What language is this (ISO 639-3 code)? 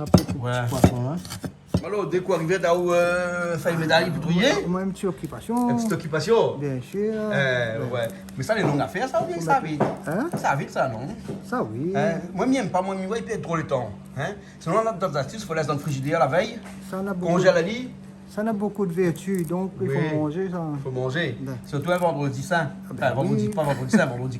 rcf